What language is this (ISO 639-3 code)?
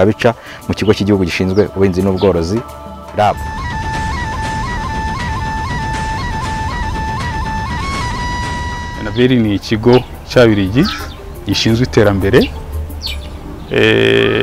kin